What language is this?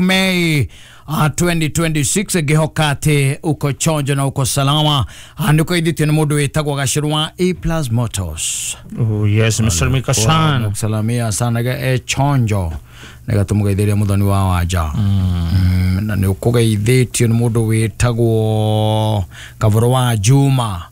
Kikuyu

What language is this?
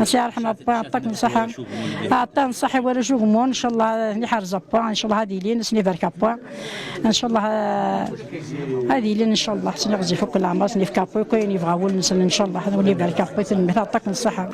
Kabyle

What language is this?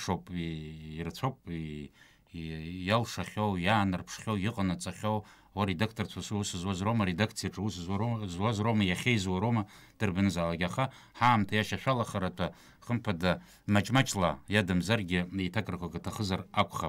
Abkhazian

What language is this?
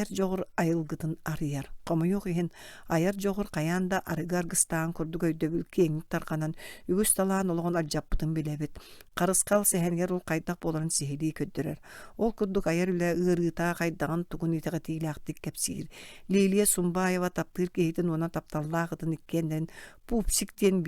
Yakut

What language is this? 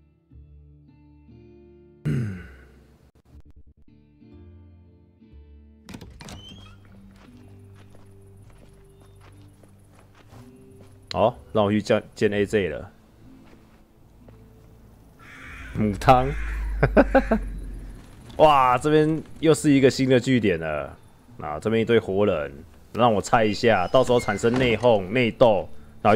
Chinese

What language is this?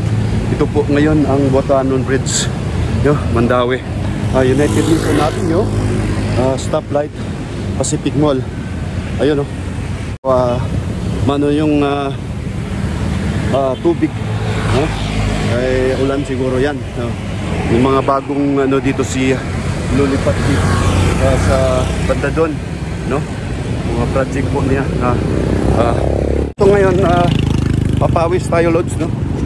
Filipino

